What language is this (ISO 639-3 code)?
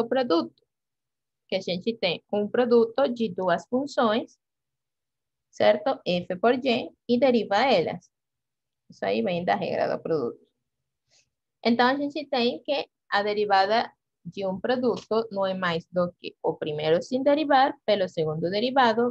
por